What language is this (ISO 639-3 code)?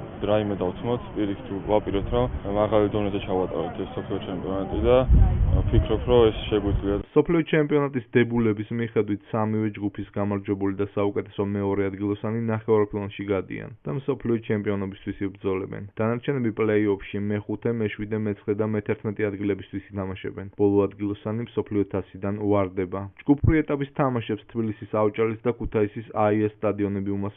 kat